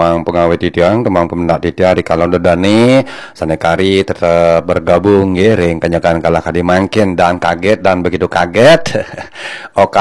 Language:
Balinese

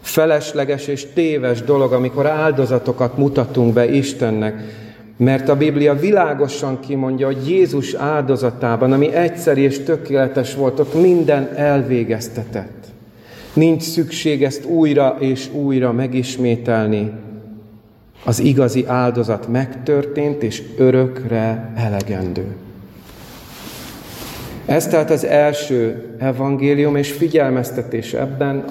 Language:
Hungarian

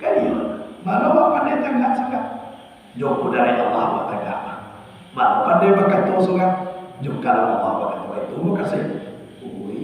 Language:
Minangkabau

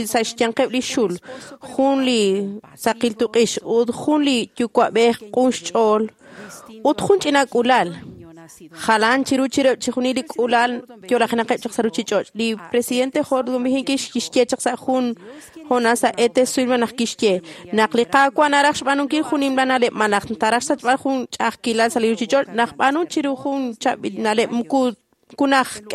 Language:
Kekchí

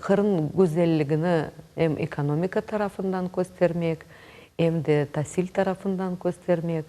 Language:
Crimean Tatar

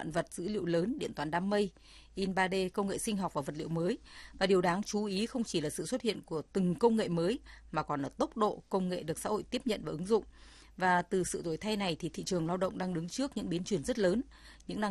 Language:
Vietnamese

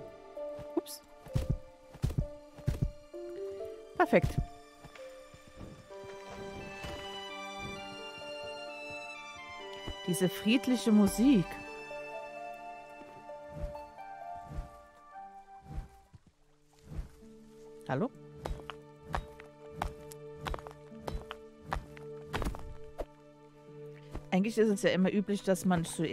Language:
German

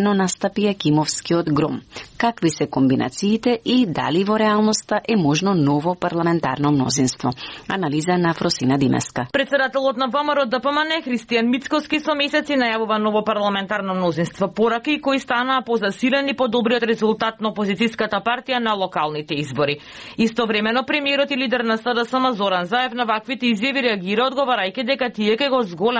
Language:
Macedonian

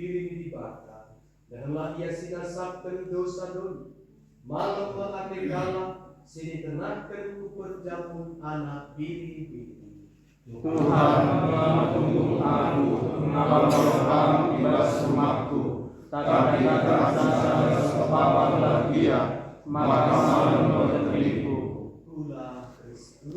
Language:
Batak Karo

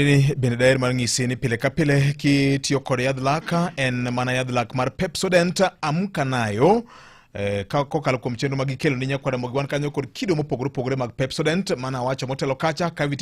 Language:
Luo (Kenya and Tanzania)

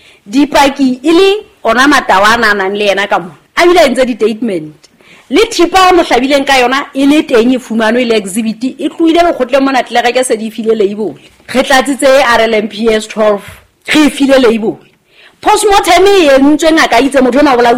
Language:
Southern Sotho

